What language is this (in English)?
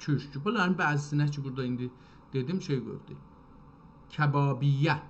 South Azerbaijani